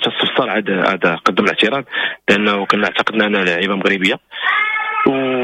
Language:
Moroccan Arabic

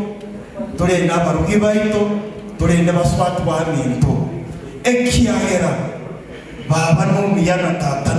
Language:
Gusii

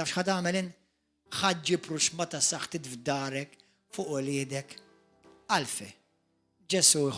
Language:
Maltese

